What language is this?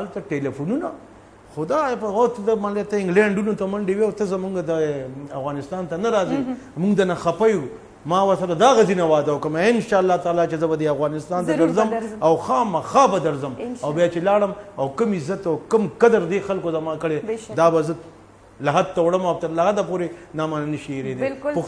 Pashto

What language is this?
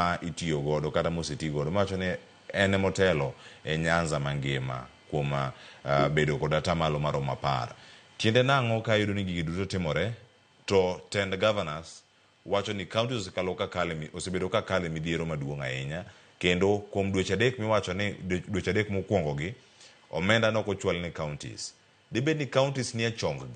Luo (Kenya and Tanzania)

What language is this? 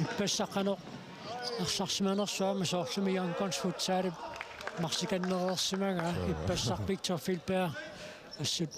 Kalaallisut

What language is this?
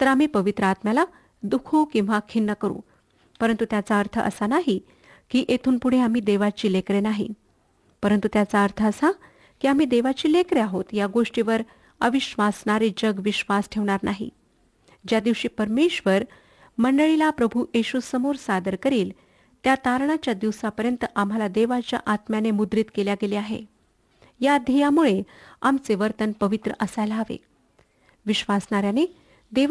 Marathi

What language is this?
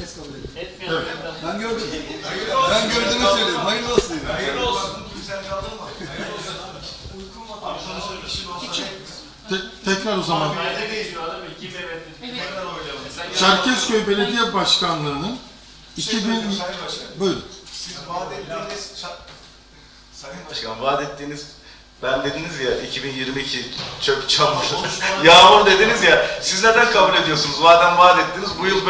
Turkish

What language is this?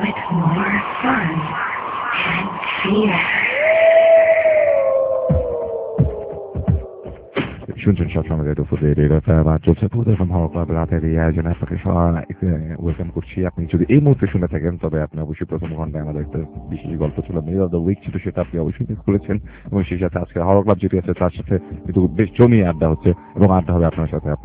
Bangla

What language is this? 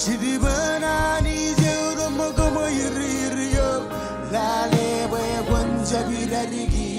Marshallese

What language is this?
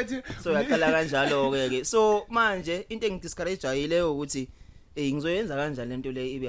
Zulu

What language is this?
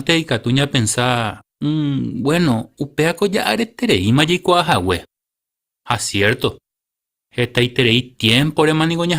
Guarani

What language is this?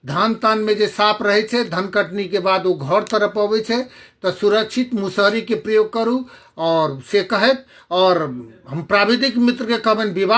Maithili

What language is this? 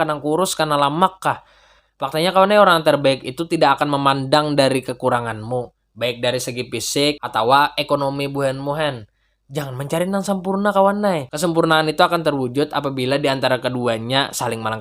Banjar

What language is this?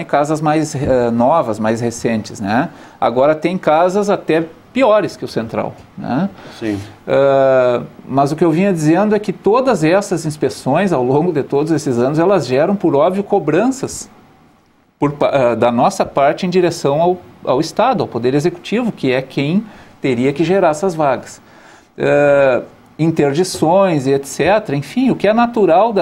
Portuguese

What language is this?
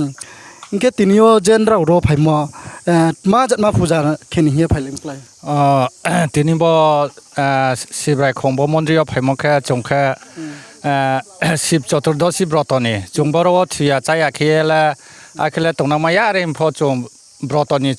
Riang (India)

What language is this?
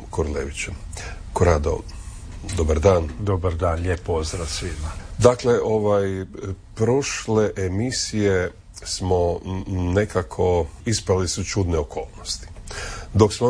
Croatian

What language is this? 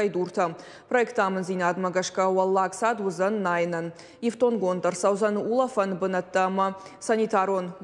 Ossetic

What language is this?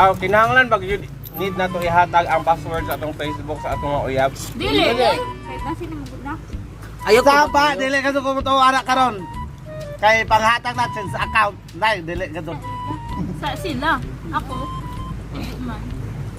Cebuano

